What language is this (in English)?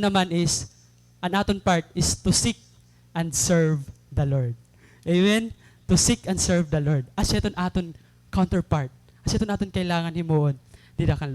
Waray